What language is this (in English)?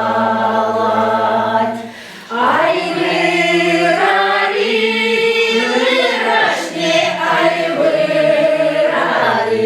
Chuvash